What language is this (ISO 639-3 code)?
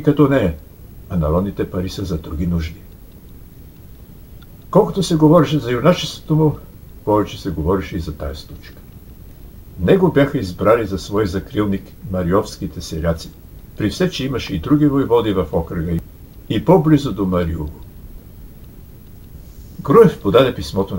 bul